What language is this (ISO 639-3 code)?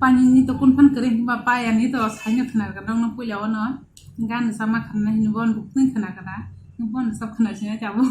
trp